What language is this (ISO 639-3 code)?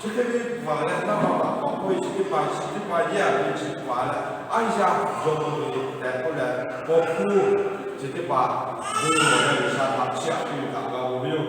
lhu